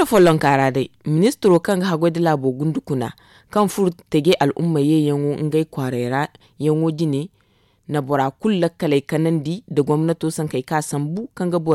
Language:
Zarma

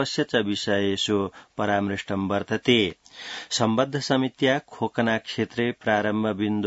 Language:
Sanskrit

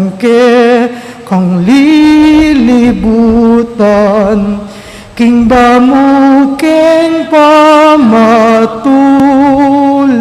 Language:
Pampanga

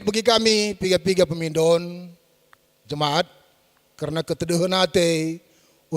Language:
Batak Karo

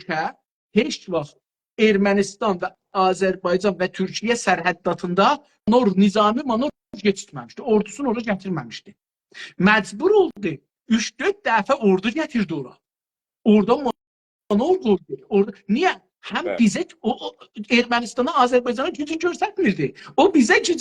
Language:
South Azerbaijani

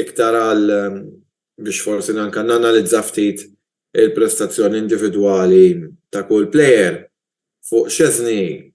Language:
Maltese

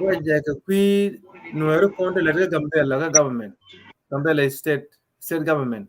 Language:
Nuer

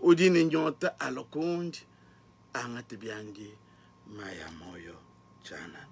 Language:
Luba-Lulua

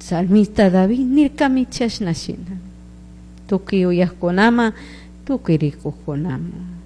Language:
Chimborazo Highland Quichua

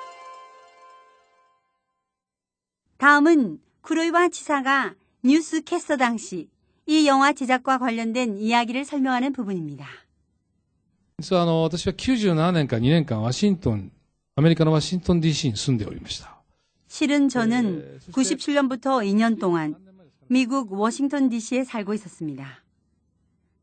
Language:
Korean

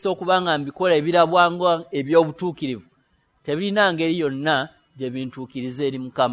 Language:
Ganda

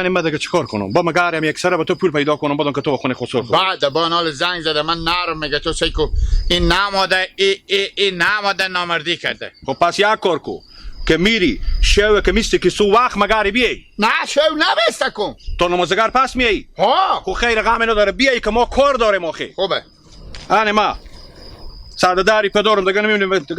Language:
Persian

